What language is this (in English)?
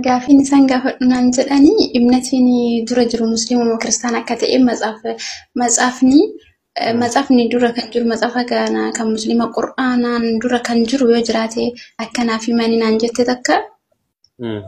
Oromo